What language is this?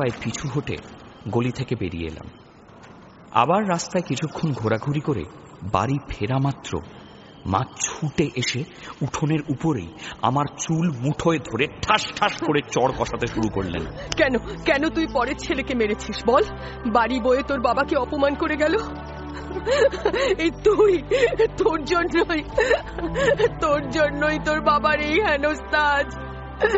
Bangla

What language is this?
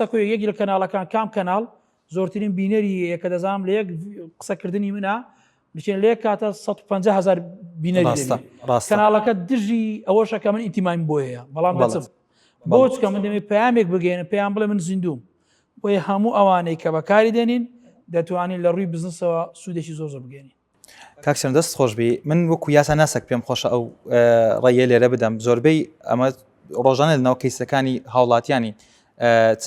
Central Kurdish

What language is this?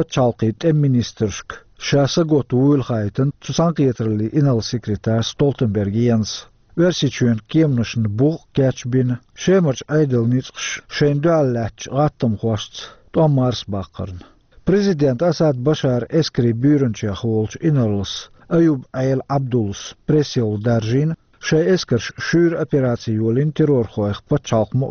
Chechen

